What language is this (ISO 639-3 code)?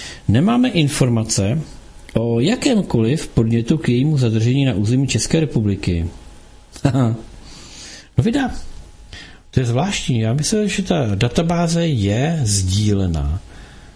ces